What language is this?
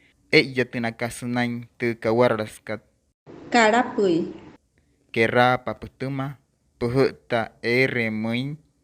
Wayuu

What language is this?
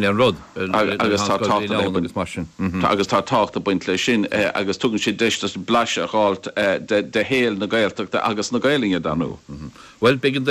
Irish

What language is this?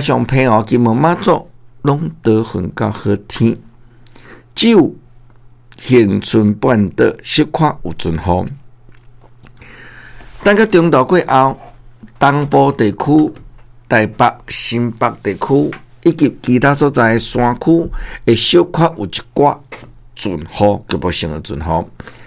Min Nan Chinese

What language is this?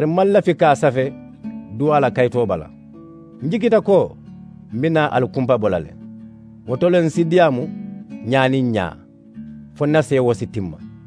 Mandingo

